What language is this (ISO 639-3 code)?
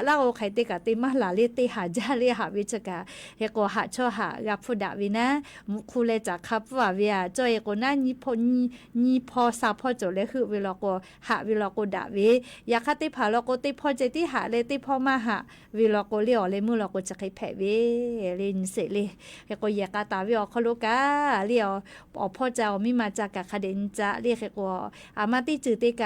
lhu